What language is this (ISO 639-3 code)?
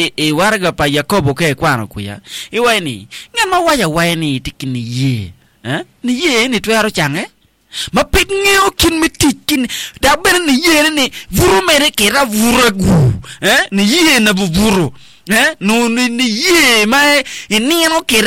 ach